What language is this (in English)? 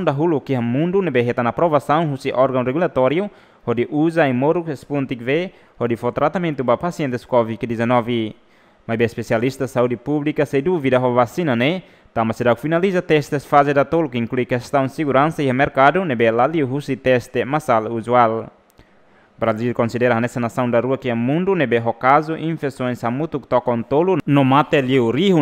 Tetum